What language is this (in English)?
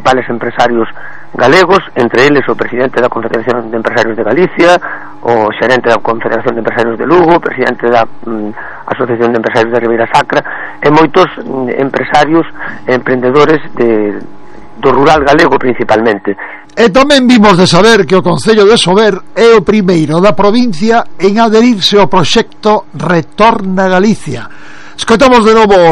Galician